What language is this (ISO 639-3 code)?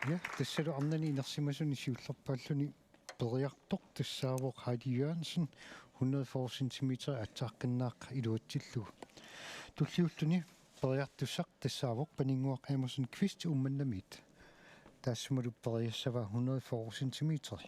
kal